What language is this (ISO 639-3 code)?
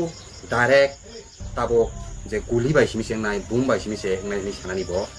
trp